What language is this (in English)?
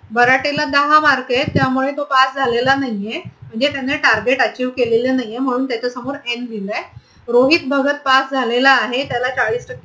Marathi